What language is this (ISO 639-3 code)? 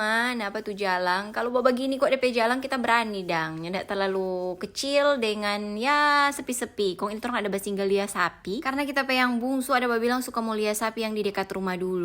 xmm